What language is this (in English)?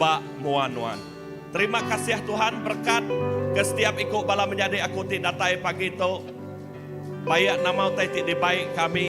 Iban